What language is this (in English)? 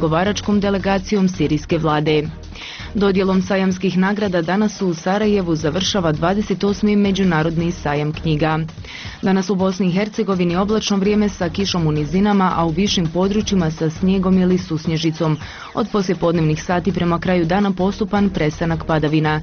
Bosnian